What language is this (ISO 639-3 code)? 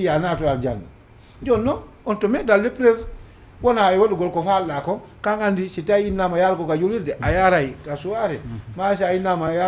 ful